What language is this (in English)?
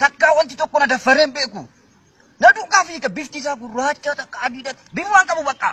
Oromo